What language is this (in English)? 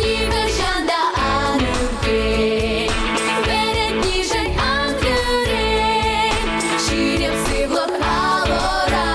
Chuvash